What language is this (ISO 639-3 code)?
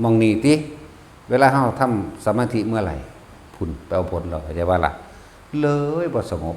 tts